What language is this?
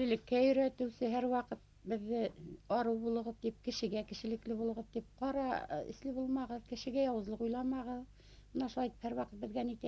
Bashkir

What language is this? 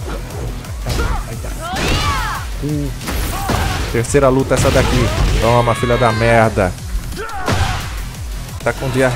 Portuguese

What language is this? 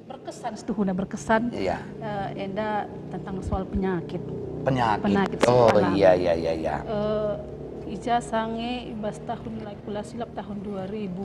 Batak Karo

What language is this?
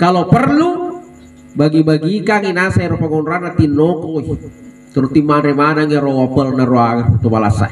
Buginese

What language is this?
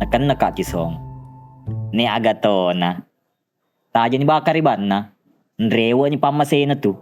Buginese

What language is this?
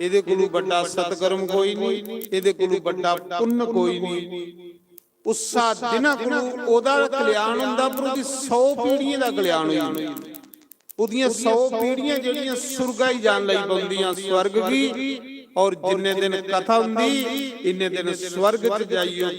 Dogri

